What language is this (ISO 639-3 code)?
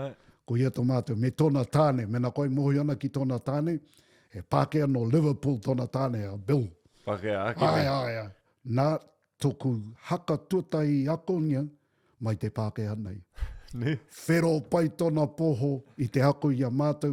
mri